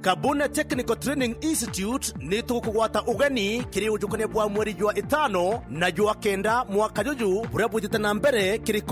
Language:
Meru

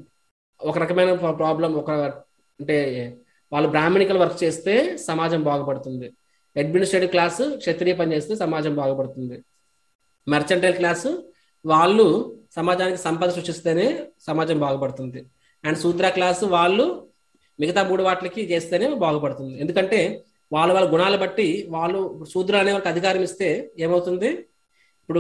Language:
Telugu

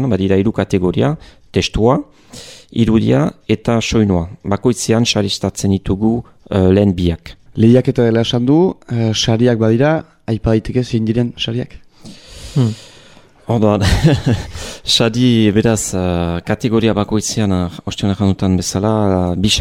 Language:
Basque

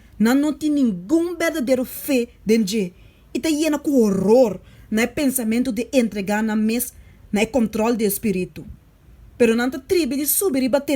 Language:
Papiamento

